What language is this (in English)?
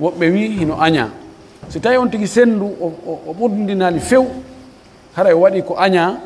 Pular